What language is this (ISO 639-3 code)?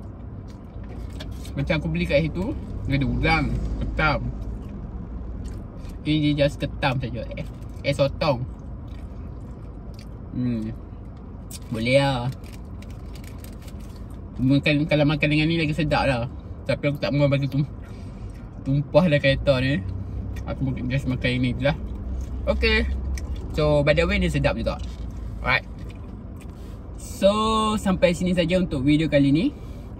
msa